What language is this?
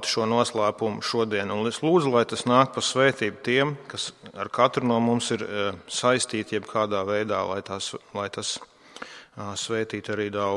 Latvian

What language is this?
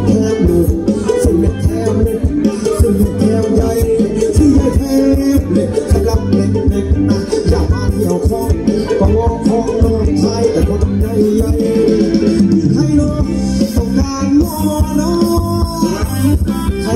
Thai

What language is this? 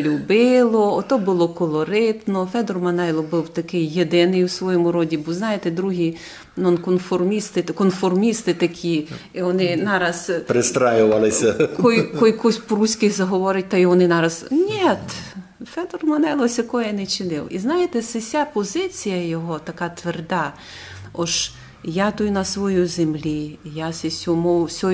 Rusyn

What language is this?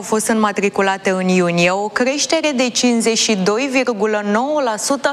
Romanian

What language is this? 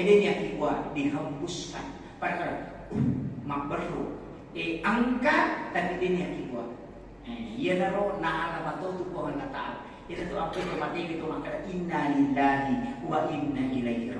Buginese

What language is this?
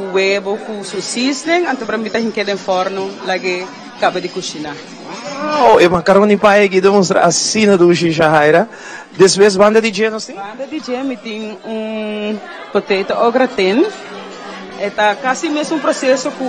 Papiamento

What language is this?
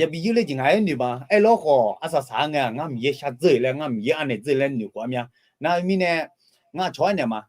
Akha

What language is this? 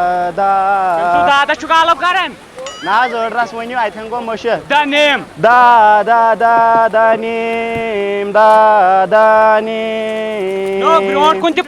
Kashmiri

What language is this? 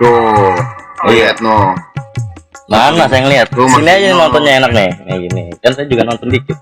Betawi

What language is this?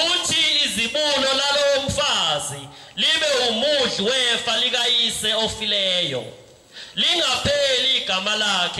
Zulu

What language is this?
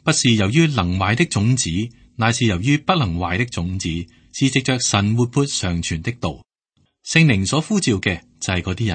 Cantonese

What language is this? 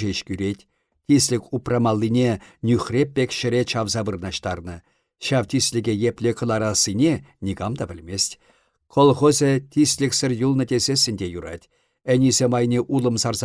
Chuvash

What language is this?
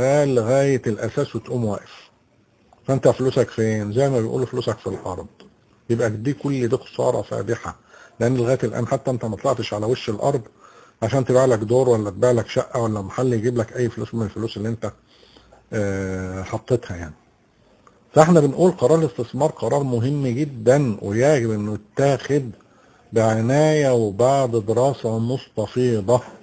Egyptian Arabic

